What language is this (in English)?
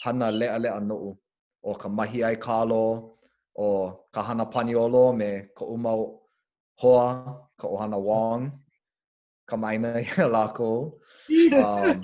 Hawaiian